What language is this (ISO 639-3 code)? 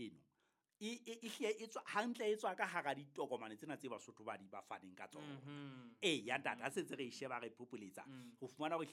sot